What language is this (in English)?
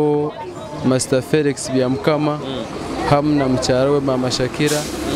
Nyoro